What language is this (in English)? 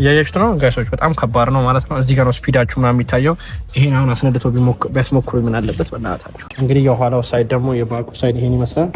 Amharic